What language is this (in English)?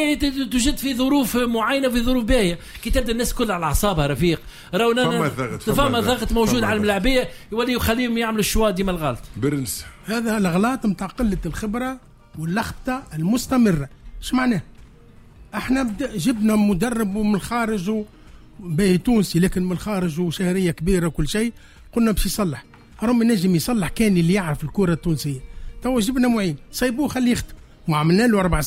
Tunisian Arabic